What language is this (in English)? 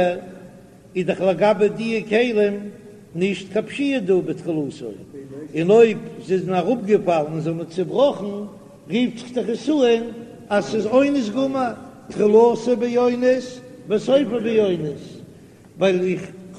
Yiddish